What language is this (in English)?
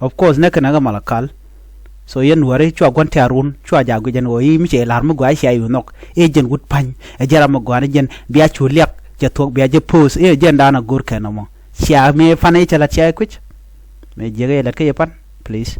Nuer